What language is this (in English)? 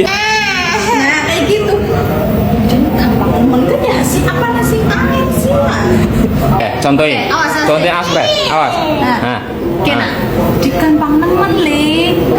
Betawi